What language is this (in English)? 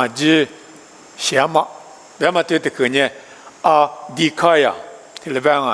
Lisu